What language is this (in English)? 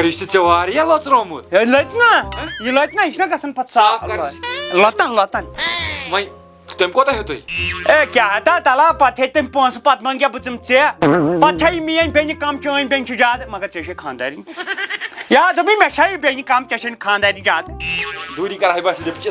Kashmiri